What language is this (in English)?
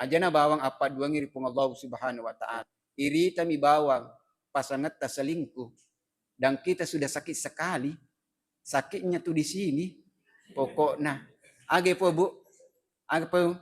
Buginese